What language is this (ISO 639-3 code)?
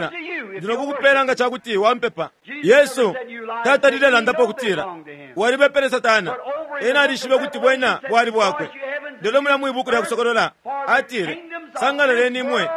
bem